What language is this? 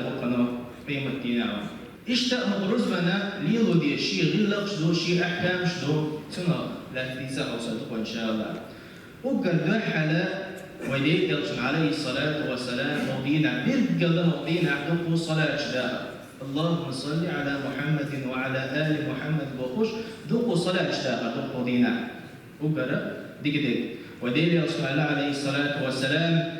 Chechen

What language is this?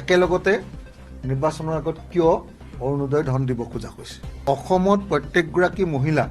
Assamese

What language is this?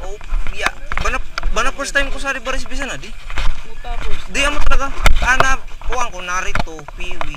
Bikol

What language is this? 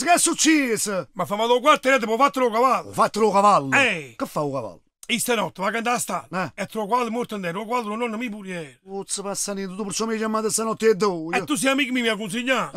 Neapolitan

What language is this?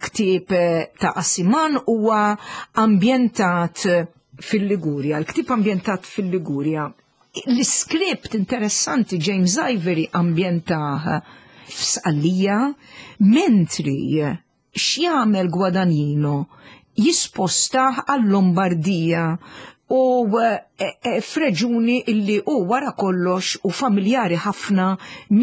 Maltese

